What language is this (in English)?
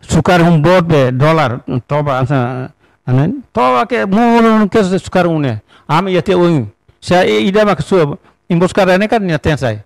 Tetum